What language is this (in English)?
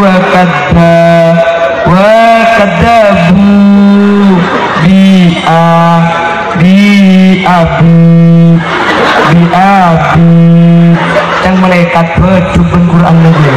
Madurese